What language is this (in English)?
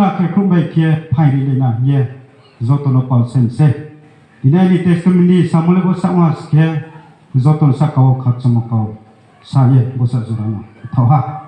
Riang (India)